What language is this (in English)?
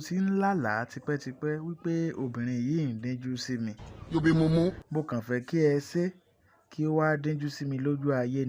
Yoruba